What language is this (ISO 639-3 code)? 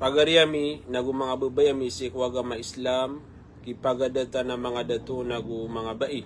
mrw